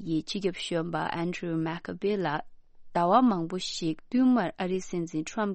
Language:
Tibetan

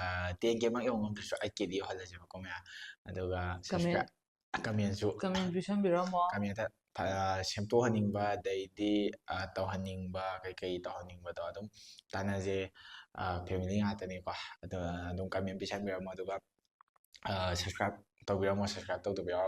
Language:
Manipuri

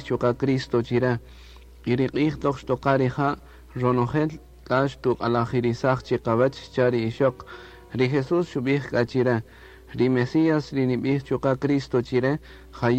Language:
Kaqchikel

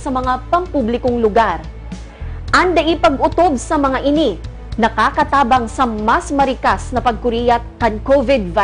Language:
Bikol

